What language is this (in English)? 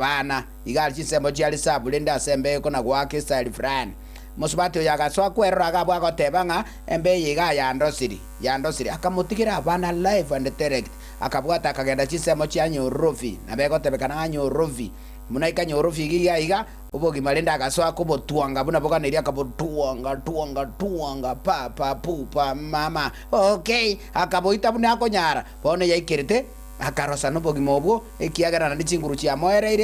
Gusii